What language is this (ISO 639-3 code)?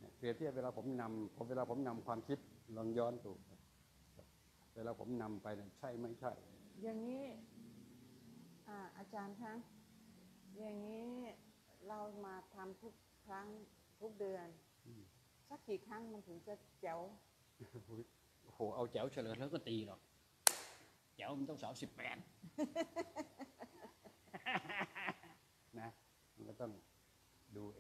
tha